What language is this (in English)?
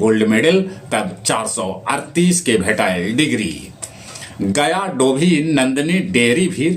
Magahi